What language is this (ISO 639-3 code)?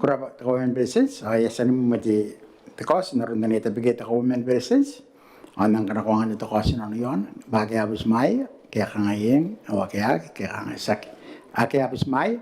gil